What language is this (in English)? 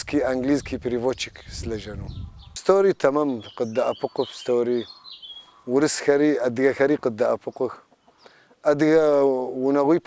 Kabardian